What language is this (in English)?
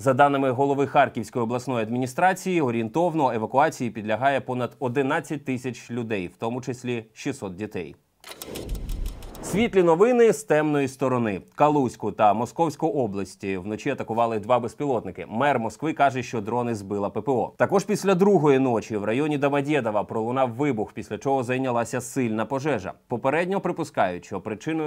Ukrainian